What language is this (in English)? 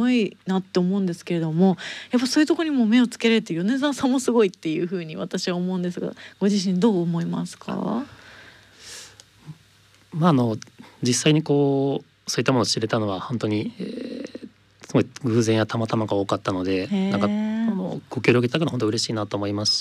Japanese